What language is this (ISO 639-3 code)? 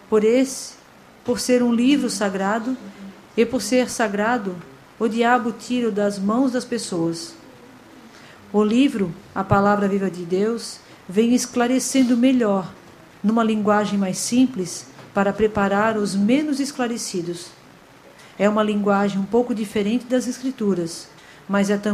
por